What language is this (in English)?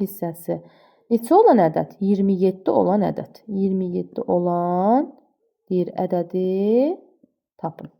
Azerbaijani